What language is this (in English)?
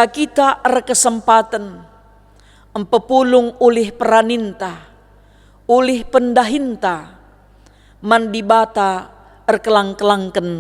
Batak Karo